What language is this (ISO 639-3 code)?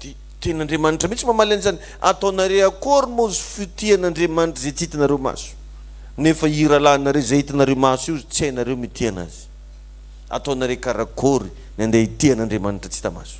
mlg